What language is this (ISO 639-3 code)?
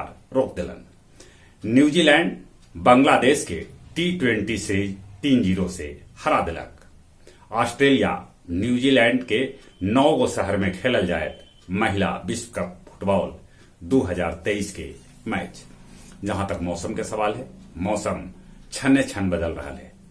mag